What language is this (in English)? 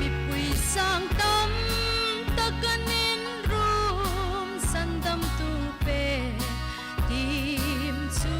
Hmar